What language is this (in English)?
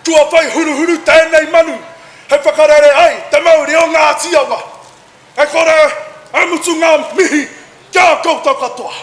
Māori